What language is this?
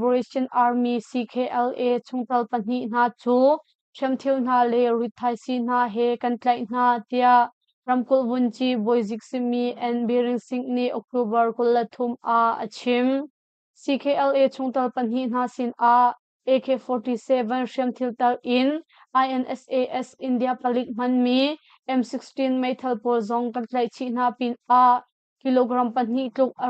Hakha Chin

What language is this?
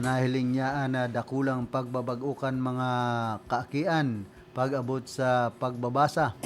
Bikol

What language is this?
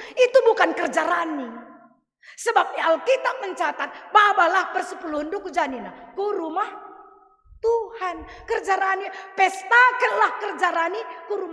Batak Karo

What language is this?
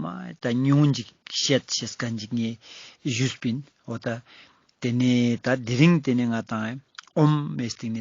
Ladakhi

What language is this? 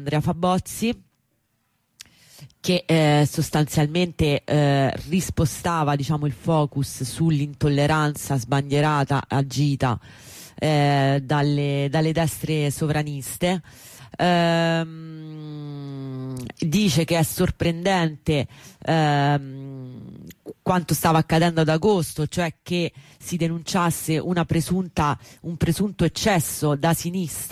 Italian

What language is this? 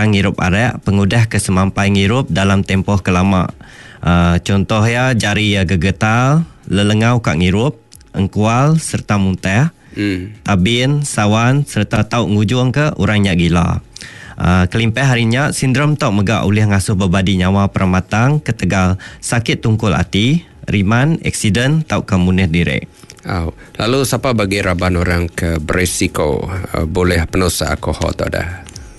Iban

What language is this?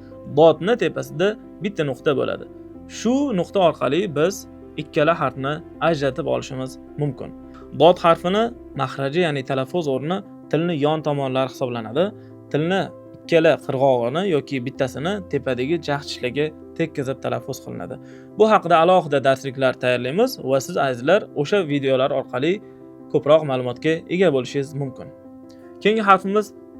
Uzbek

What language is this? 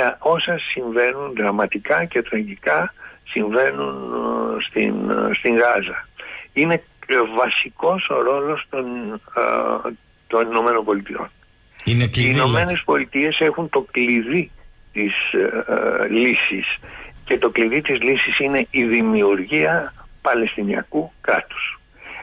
Greek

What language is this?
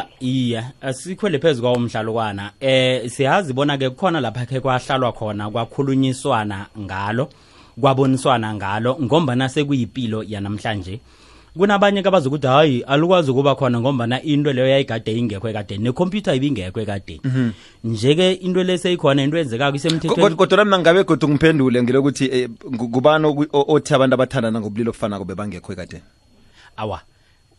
South Ndebele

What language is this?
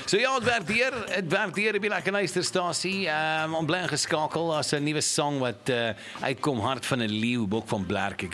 Afrikaans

